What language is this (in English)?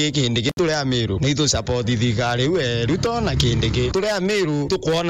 Meru